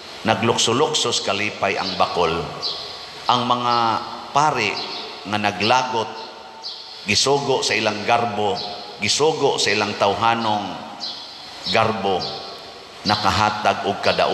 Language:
Cebuano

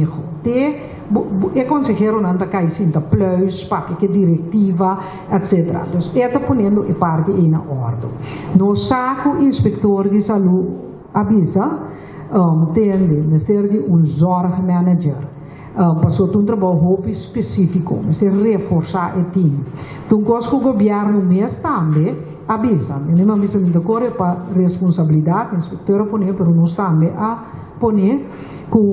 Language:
Papiamento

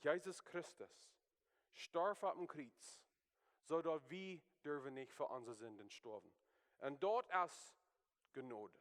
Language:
Plautdietsch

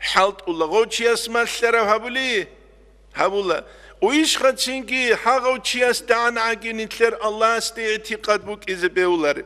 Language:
Avaric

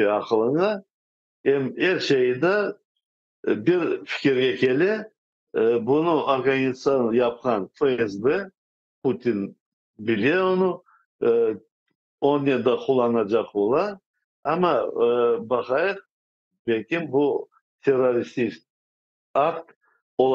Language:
Crimean Tatar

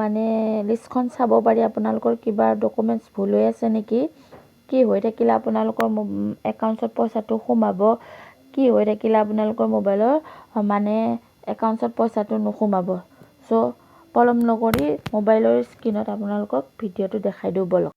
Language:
Assamese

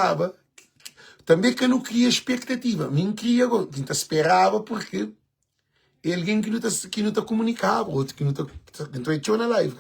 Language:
Kabuverdianu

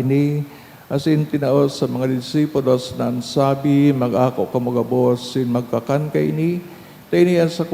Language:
Bikol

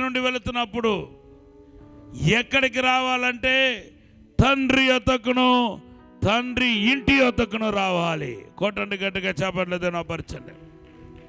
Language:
Telugu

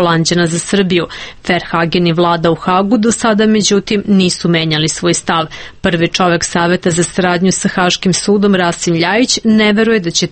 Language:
Serbian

